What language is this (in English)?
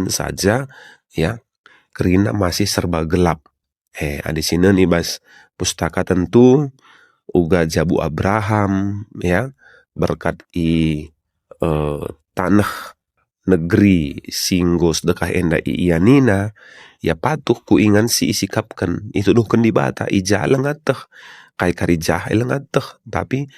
Batak Karo